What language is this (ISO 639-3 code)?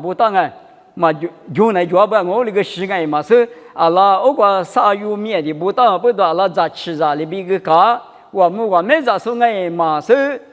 lis